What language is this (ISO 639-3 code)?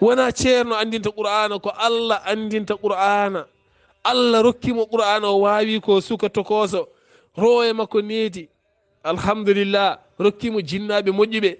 ful